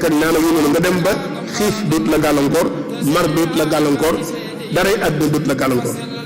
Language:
Wolof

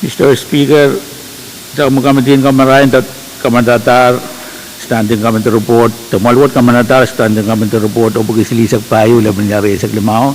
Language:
Pohnpeian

